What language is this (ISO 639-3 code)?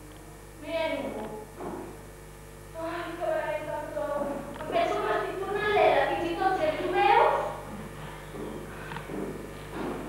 cat